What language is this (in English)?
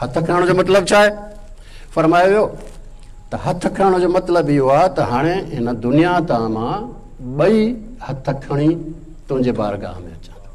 Sindhi